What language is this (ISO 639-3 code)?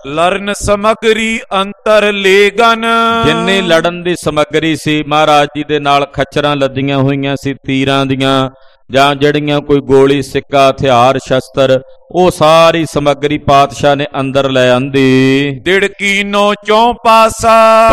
pan